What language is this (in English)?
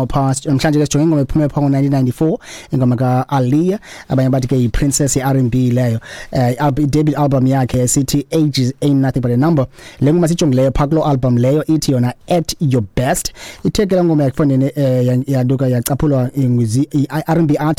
Xhosa